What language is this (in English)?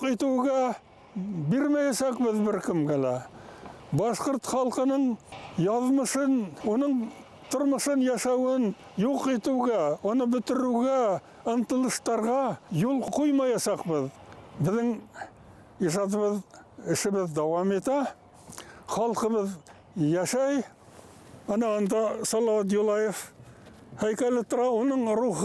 Bashkir